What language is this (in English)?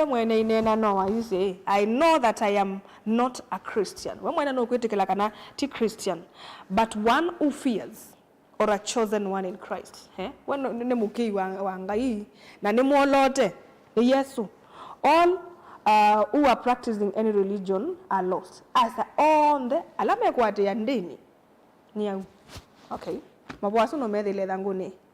Kamba